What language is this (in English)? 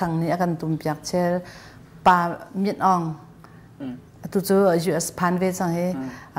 Hakha Chin